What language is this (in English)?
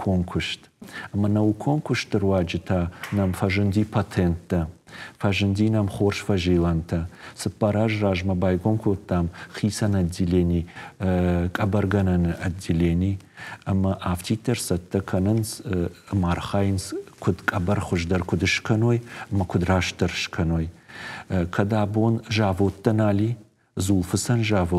Ossetic